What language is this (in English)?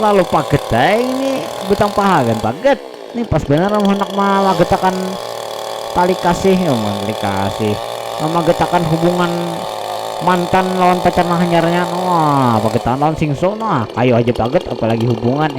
Banjar